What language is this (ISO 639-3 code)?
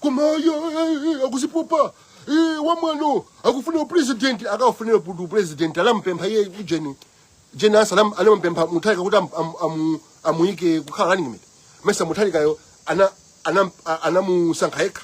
nya